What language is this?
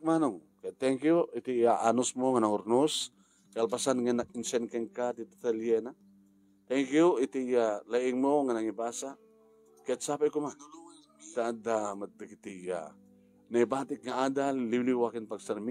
Iloko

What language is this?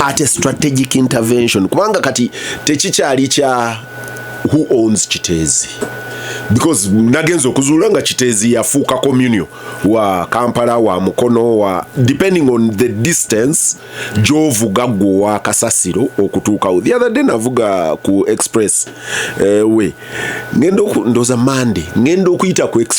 Ganda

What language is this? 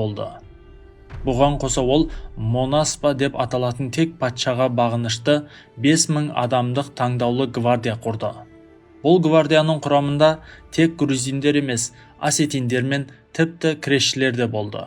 Kazakh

